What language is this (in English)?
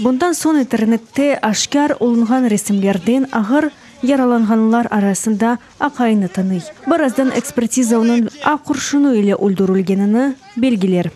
Crimean Tatar